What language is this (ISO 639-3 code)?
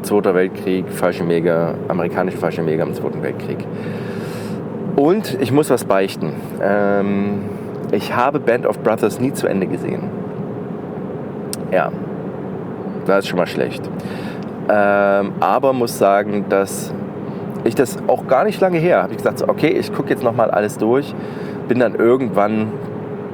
deu